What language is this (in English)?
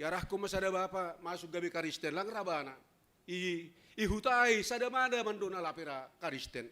Batak Simalungun